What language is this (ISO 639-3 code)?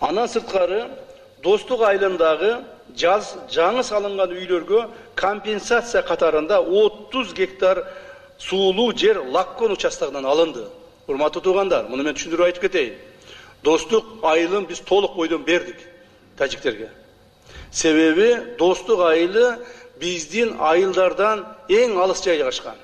kir